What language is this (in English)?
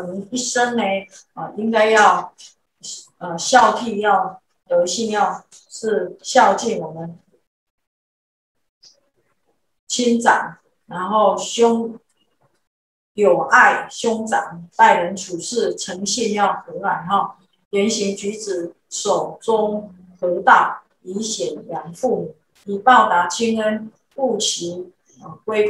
Chinese